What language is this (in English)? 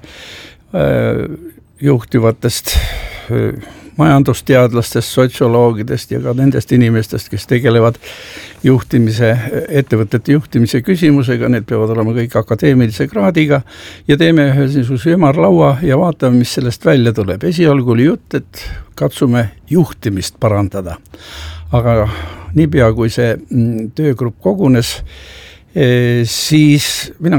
Estonian